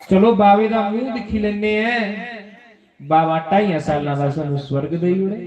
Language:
Dogri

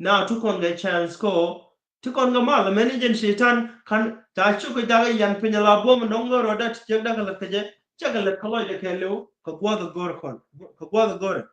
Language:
Nuer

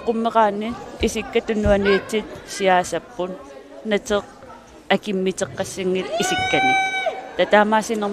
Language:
Kalaallisut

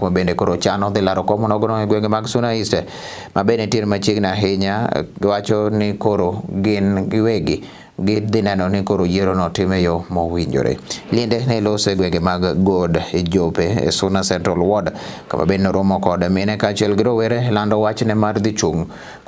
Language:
Luo (Kenya and Tanzania)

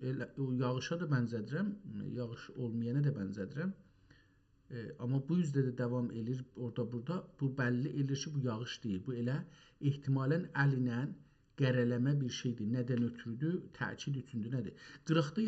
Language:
South Azerbaijani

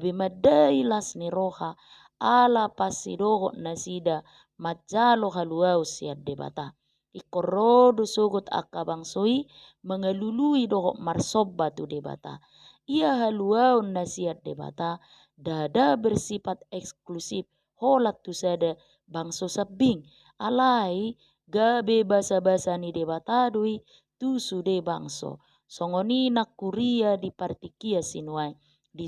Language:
Batak Toba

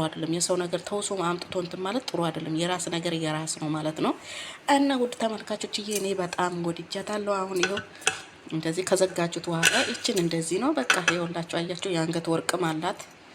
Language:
Amharic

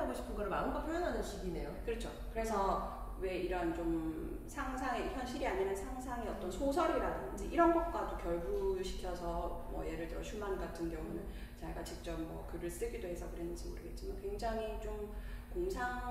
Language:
Korean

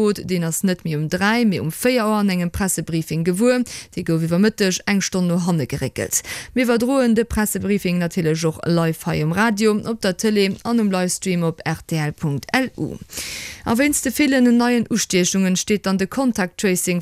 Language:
Luxembourgish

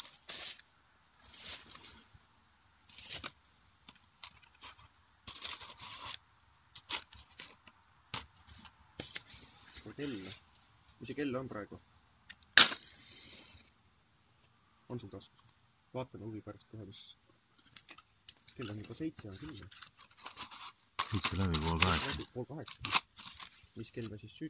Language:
Estonian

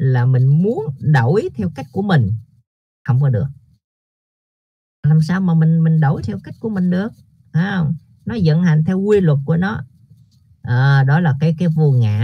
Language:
Vietnamese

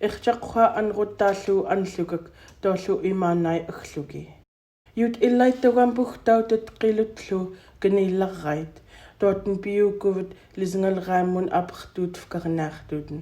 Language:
Central Yupik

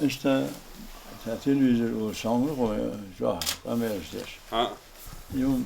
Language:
Chechen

